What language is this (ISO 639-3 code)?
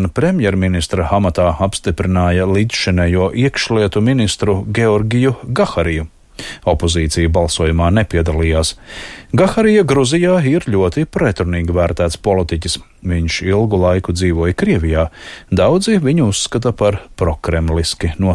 lav